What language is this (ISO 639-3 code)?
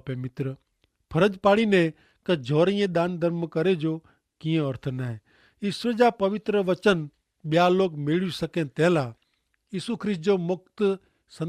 kfr